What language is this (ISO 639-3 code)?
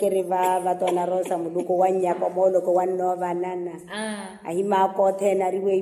vmw